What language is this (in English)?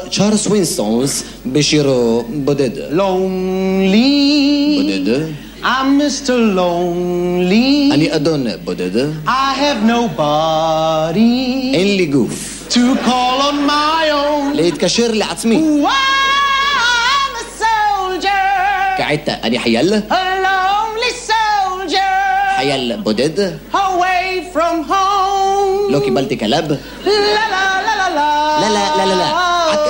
Hebrew